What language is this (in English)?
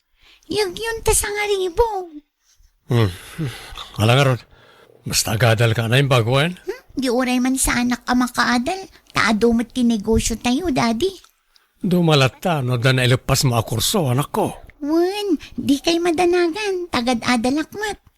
Iloko